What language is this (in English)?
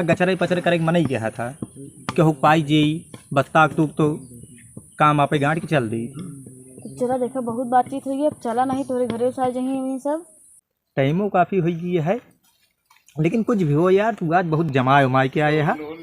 Awadhi